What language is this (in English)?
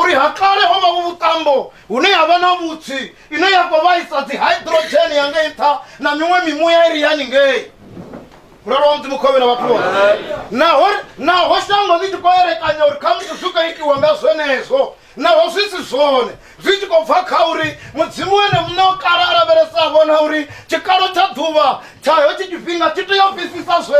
Venda